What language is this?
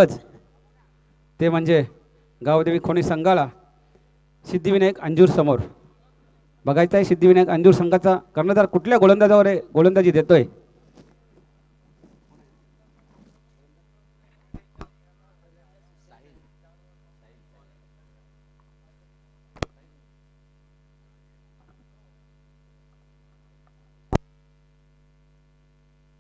Marathi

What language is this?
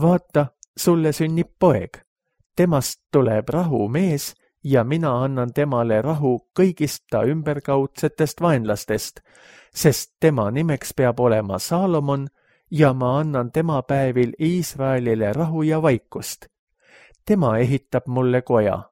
Estonian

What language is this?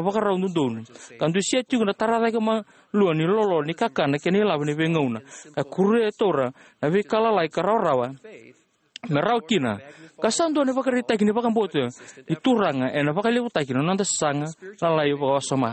Fijian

